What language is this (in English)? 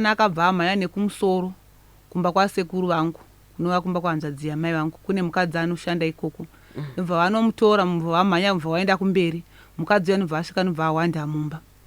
Shona